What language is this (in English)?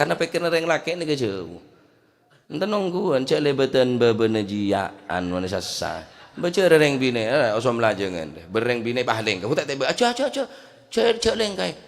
Madurese